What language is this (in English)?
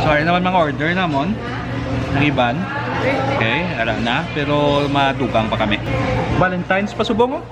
Hiligaynon